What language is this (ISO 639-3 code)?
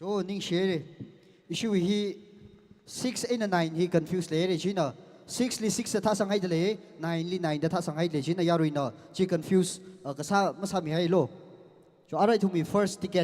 nmf